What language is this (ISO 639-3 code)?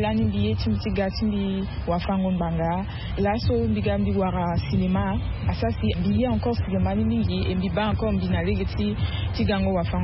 sag